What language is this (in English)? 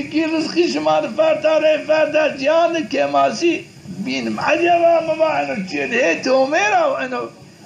Zaza